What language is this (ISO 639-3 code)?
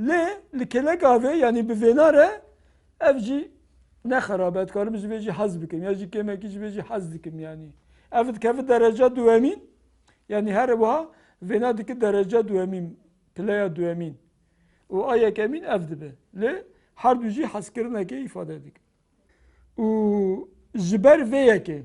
kur